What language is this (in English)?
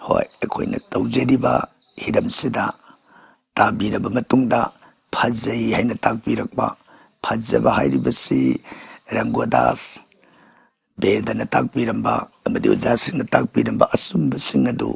Manipuri